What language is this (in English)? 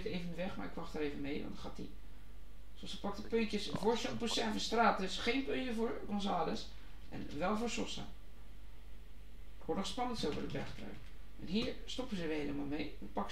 Dutch